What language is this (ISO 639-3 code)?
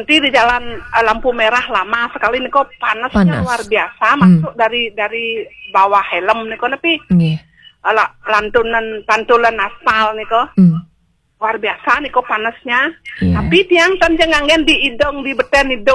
ban